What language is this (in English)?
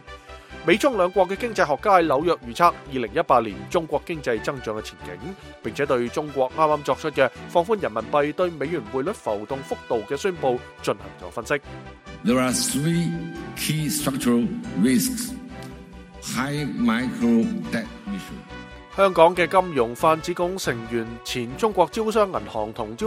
Cantonese